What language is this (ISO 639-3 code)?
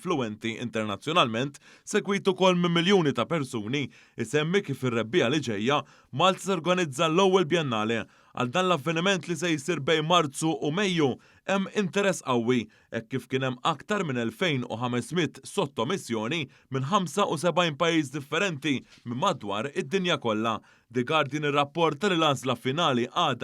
mlt